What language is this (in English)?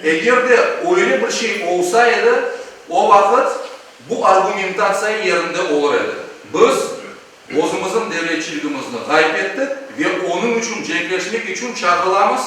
Crimean Tatar